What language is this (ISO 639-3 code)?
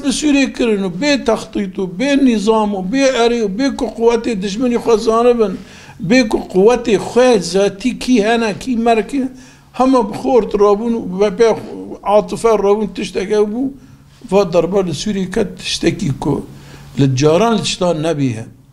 kur